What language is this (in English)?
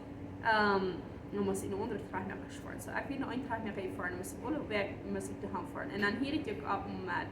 Plautdietsch